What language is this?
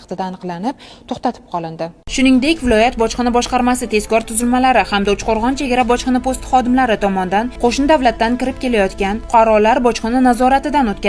Uzbek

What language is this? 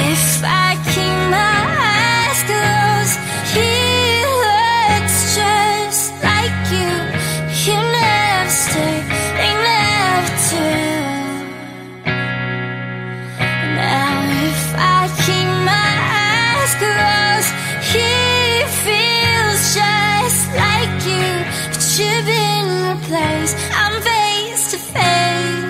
English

